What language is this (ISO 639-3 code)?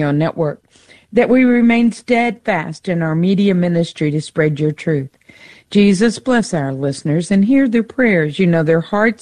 eng